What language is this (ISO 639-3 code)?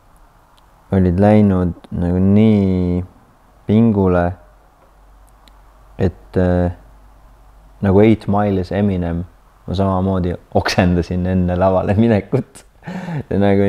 est